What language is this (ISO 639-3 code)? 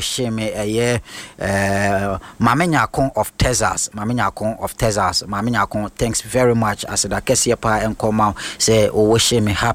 aka